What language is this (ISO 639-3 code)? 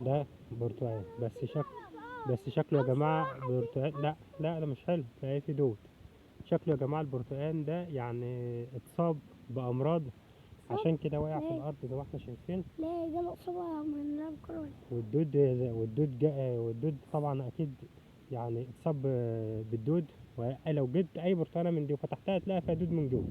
arz